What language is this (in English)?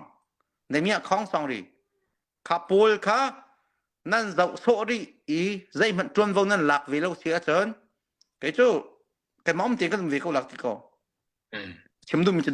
Hakha Chin